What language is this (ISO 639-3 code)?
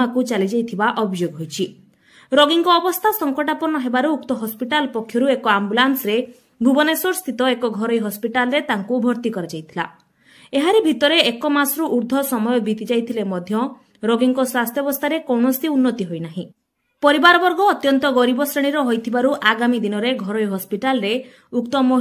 ori